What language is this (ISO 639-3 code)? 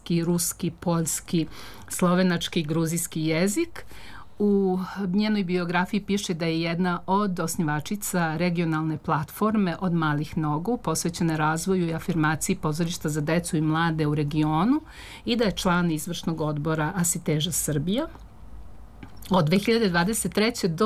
srp